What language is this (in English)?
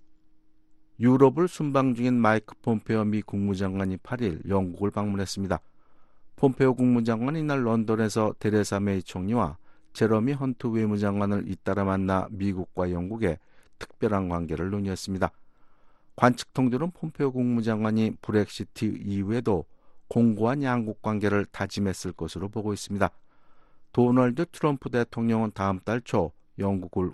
Korean